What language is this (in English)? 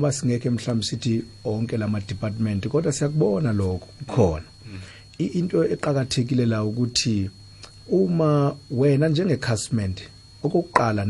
South Ndebele